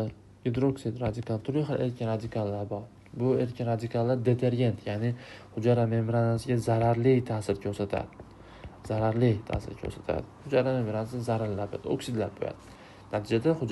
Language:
Uzbek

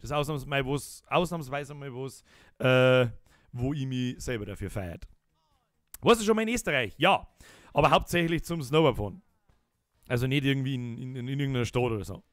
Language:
Bavarian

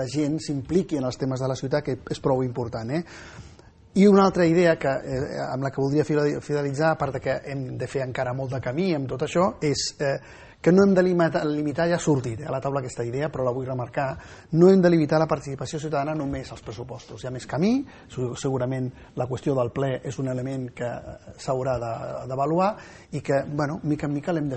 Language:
Catalan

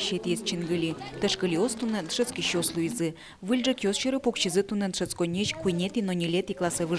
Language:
Udmurt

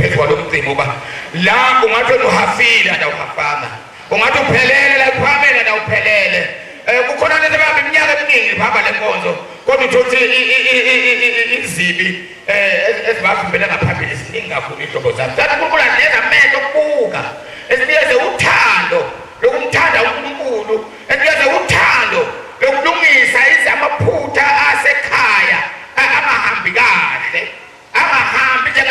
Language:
Zulu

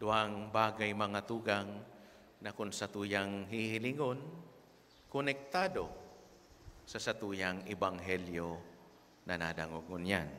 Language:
Bikol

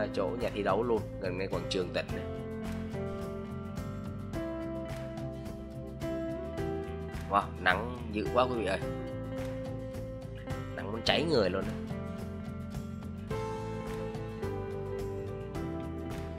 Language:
Vietnamese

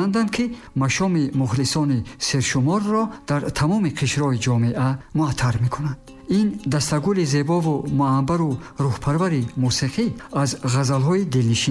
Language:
Tajik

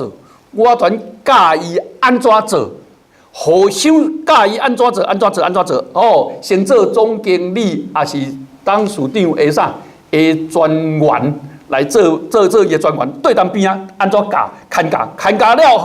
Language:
Min Nan Chinese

